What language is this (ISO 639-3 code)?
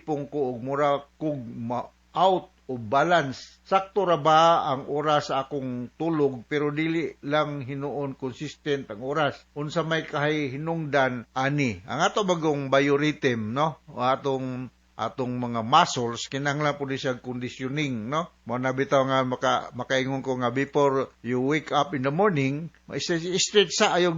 ceb